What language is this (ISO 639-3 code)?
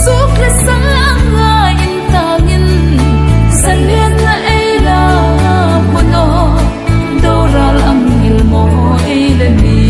hmr